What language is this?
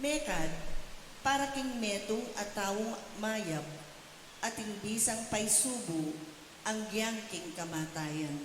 Pampanga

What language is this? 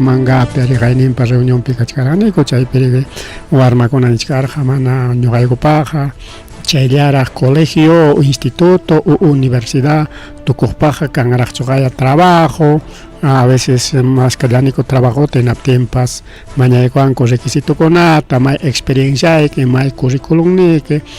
Ayacucho Quechua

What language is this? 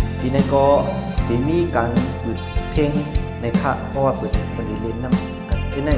Shan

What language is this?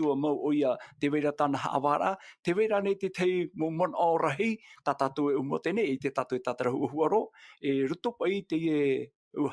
Tahitian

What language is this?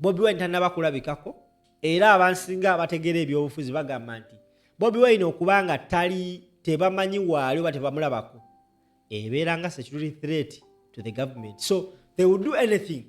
Ganda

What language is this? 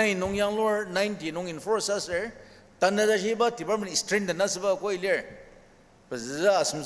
Ao Naga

